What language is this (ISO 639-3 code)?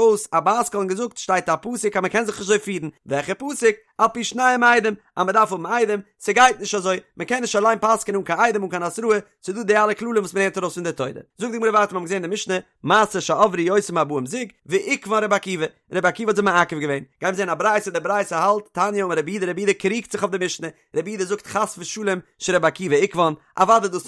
yid